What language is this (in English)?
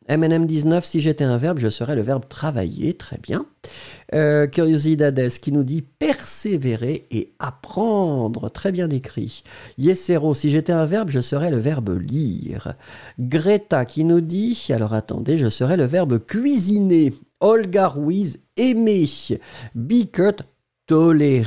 French